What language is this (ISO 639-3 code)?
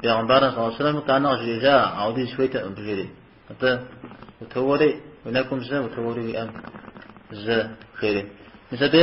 kbd